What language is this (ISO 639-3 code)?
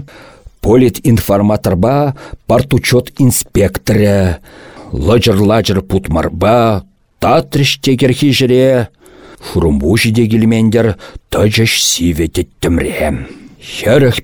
chv